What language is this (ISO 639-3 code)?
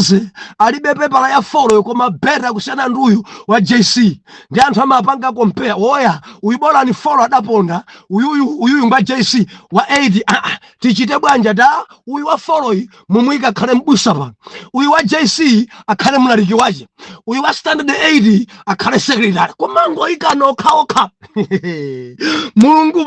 nya